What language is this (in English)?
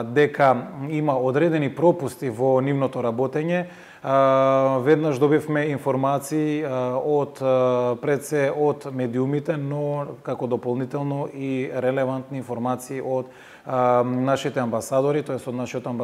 Macedonian